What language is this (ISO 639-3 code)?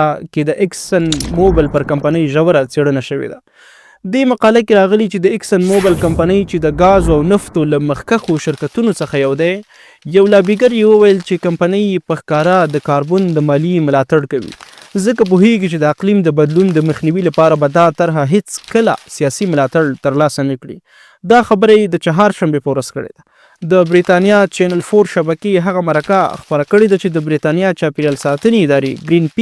pus